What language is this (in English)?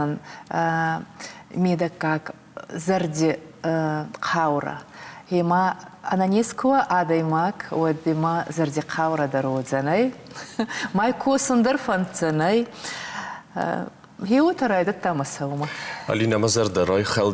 Ossetic